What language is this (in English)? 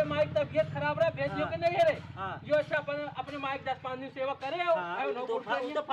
Awadhi